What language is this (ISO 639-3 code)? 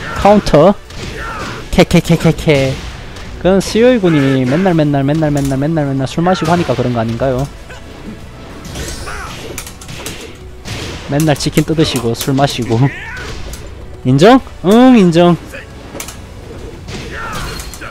kor